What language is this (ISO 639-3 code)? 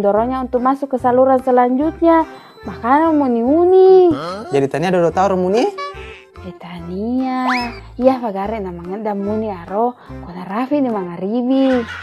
bug